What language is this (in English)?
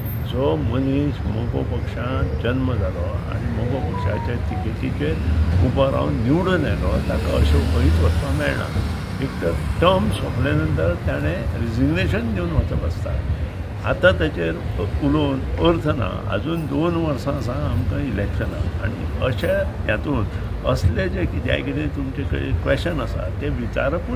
Konkani